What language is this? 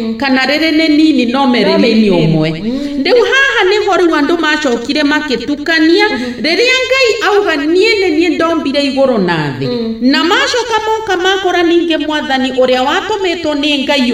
Kikuyu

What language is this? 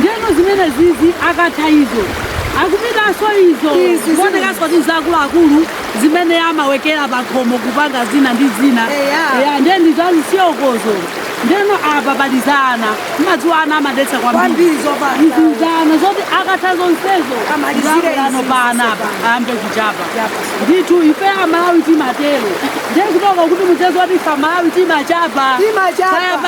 Nyanja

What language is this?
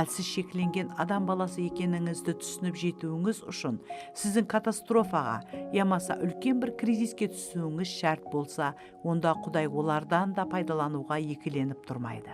Kara-Kalpak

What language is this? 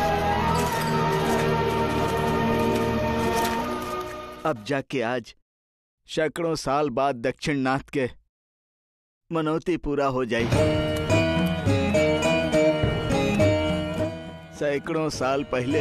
Bhojpuri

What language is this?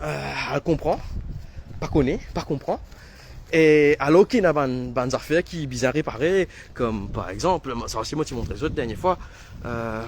Morisyen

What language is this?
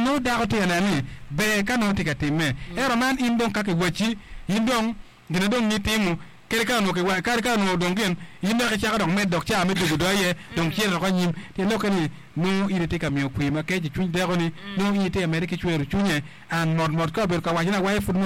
Acoli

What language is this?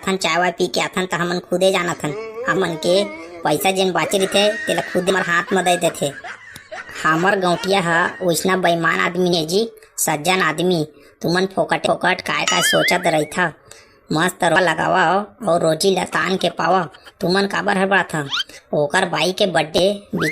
Chhattisgarhi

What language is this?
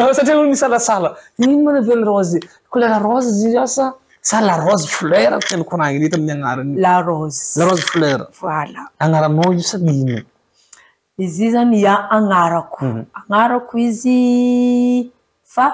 Malagasy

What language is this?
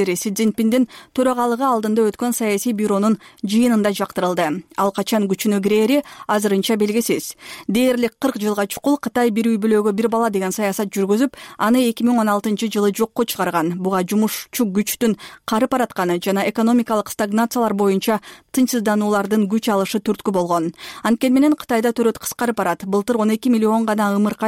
Kyrgyz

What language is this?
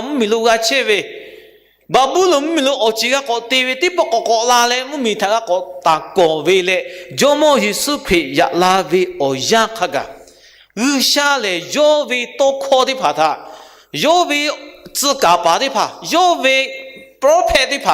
Lahu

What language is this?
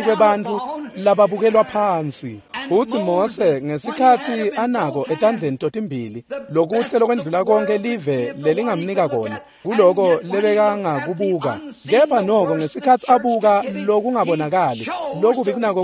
Swati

